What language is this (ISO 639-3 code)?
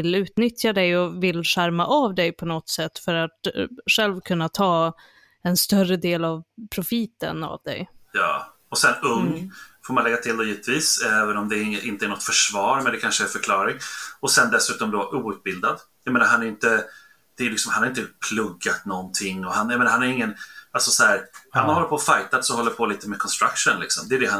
swe